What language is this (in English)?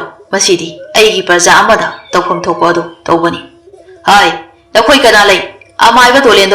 Manipuri